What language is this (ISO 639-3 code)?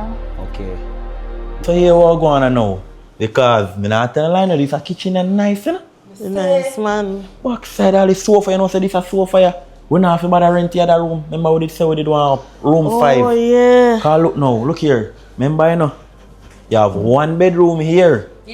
jam